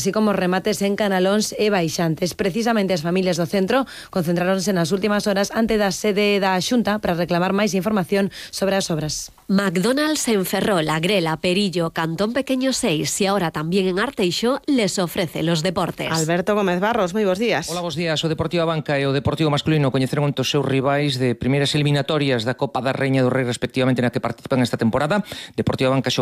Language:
Galician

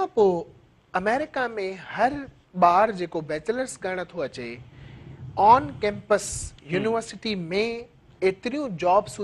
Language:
Sindhi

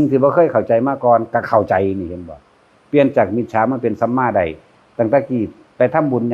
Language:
Northeastern Thai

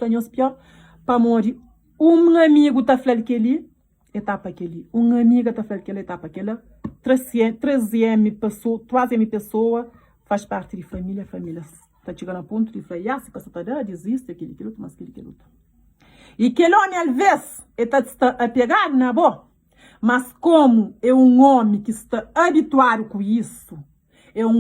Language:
Kabuverdianu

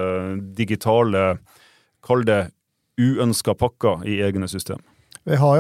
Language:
Norwegian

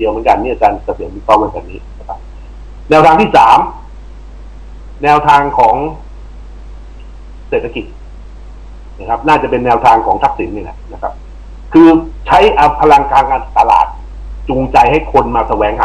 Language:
Thai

